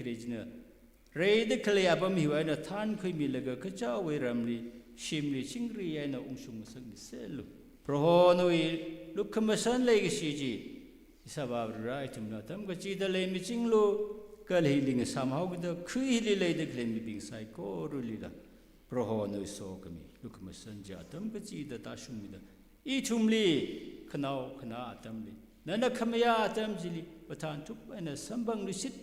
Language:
Tangkhul Naga (India)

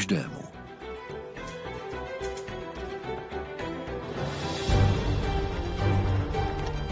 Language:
Czech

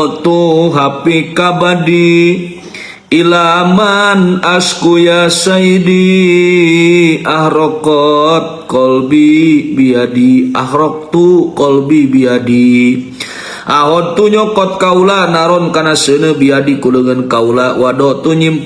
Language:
Sundanese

